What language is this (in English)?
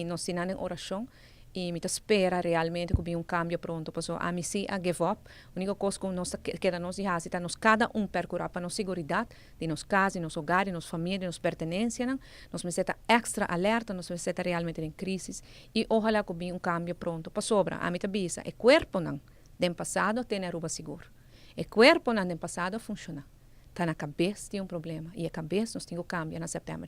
Papiamento